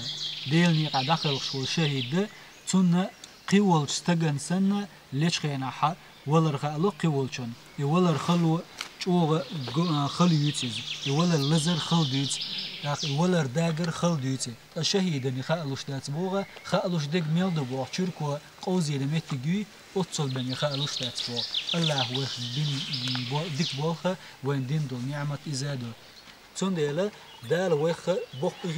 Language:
Chechen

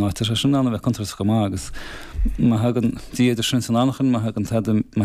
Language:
Irish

